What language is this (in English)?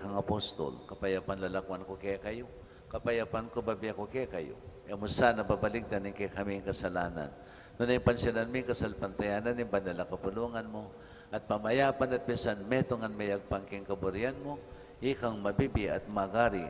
Pampanga